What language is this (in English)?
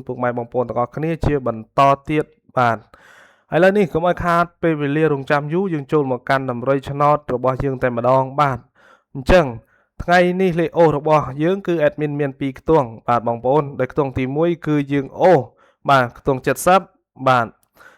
Khmer